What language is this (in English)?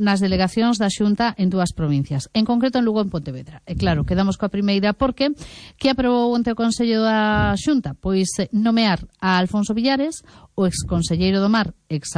Galician